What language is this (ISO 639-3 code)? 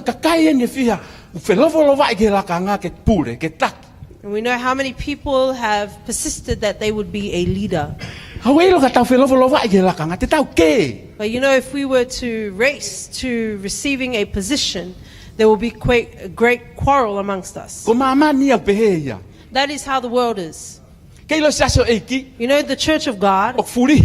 ton